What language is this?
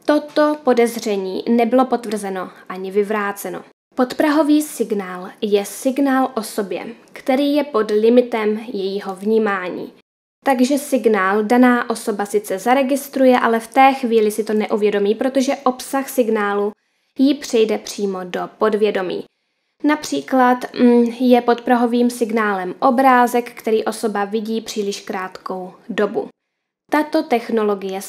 Czech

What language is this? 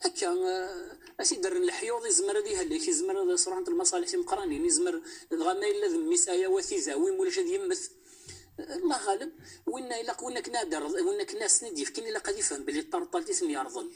Moroccan Arabic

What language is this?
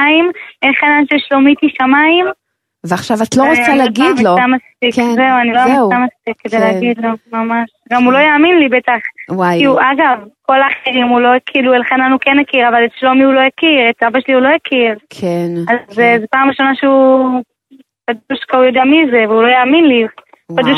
Hebrew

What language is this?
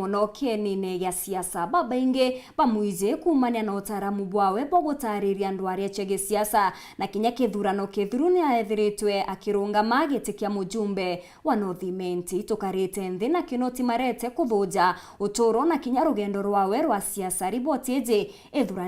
Meru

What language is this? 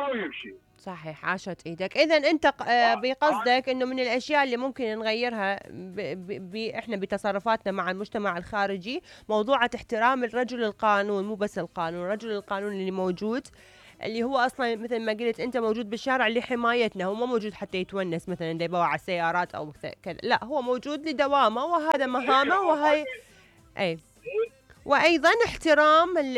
Mesopotamian Arabic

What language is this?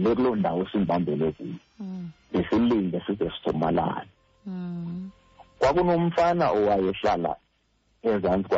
Xhosa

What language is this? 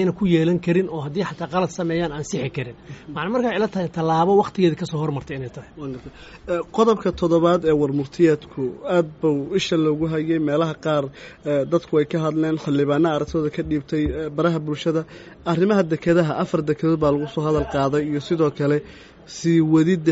Somali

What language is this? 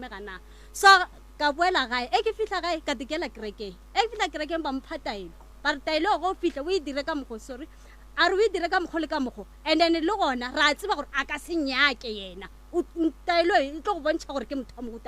Northern Sotho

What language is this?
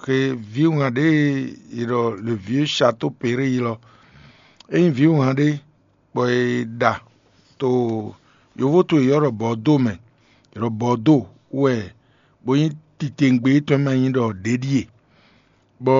Fon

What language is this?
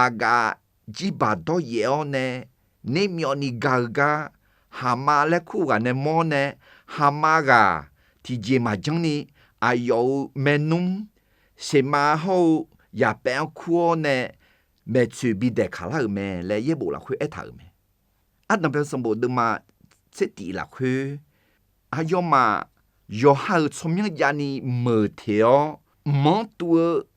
Akha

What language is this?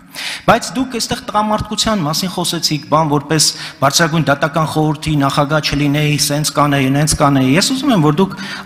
Armenian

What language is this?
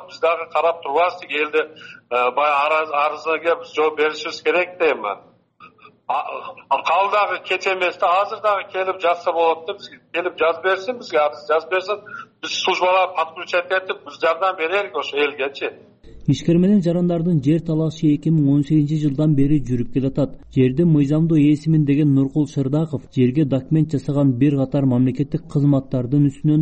Kyrgyz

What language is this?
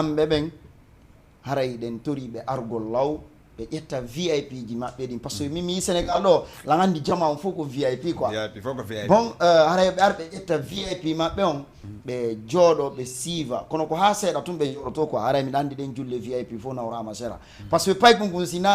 Fula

